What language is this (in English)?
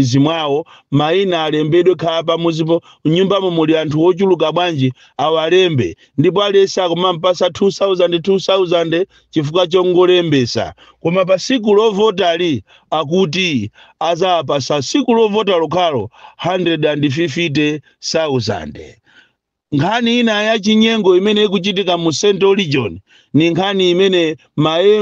Nyanja